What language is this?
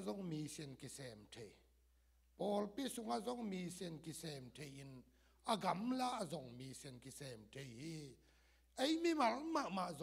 Tedim Chin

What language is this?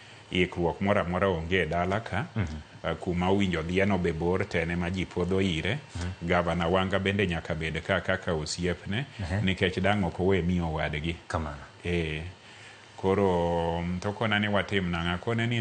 Luo (Kenya and Tanzania)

